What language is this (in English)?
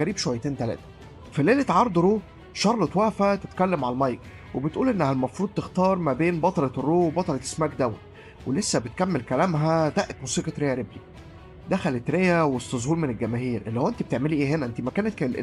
Egyptian Arabic